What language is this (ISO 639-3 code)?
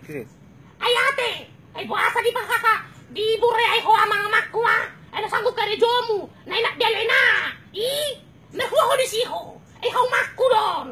bbc